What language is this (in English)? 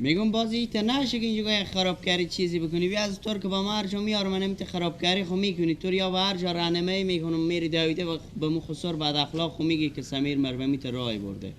Persian